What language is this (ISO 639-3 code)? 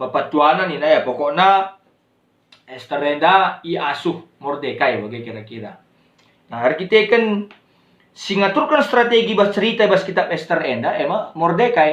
btx